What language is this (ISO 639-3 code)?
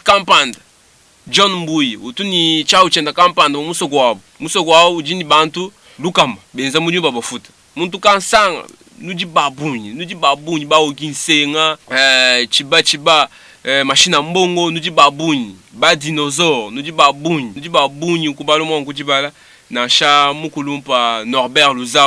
lua